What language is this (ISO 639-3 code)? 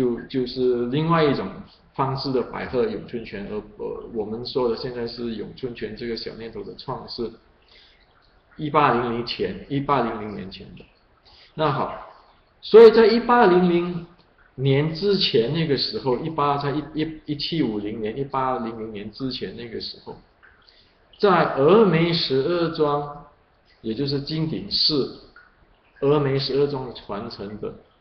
zho